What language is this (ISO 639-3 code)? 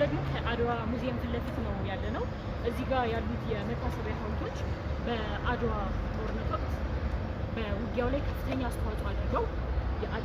amh